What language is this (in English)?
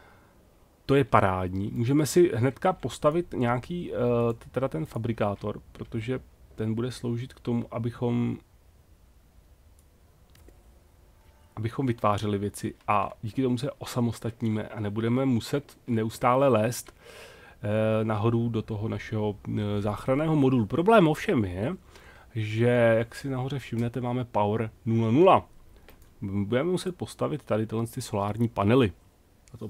Czech